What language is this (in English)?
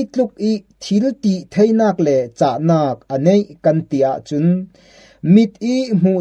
Falam Chin